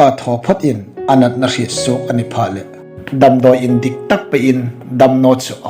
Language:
Hmar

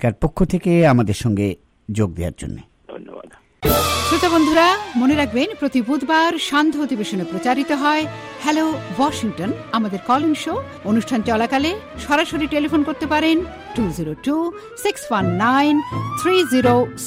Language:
Bangla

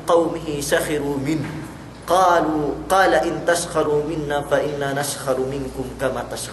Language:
Yakan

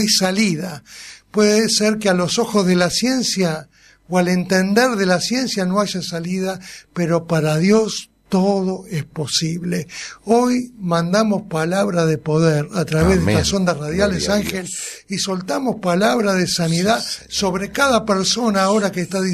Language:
Spanish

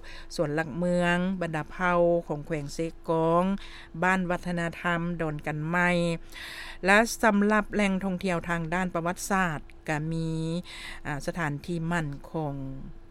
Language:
Lao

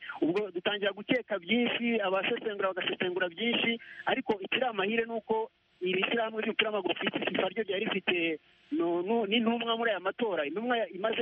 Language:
Kinyarwanda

